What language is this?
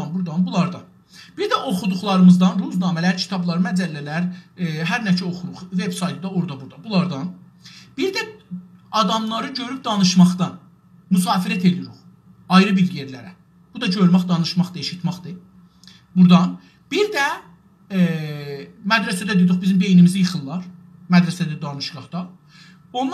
South Azerbaijani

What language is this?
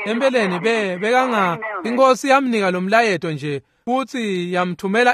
Swati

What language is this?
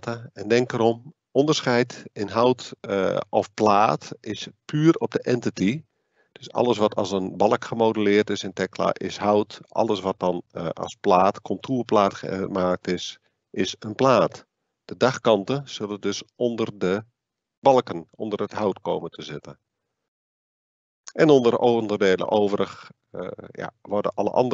Dutch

